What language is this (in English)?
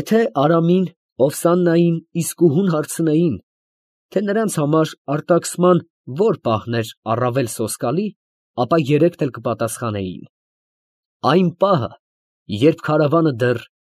Armenian